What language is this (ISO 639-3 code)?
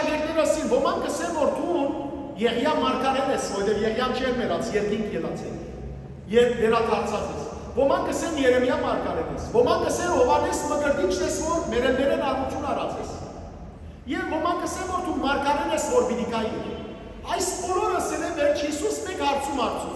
hyw